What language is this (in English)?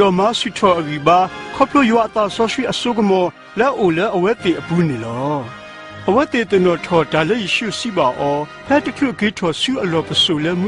S'gaw Karen